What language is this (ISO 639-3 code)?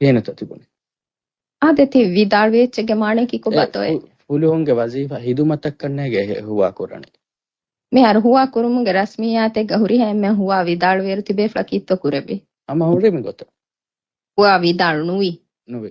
div